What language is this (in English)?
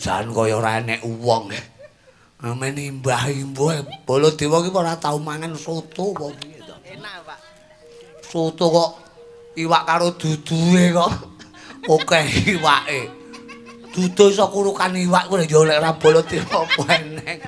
Javanese